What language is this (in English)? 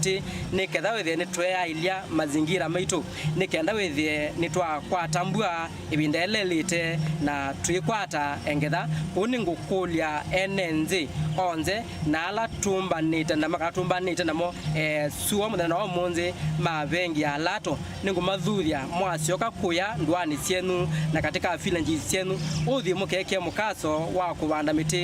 Kamba